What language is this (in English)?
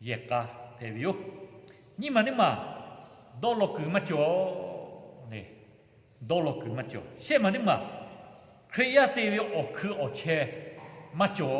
Lahu